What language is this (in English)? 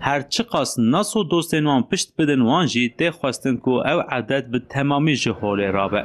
Kurdish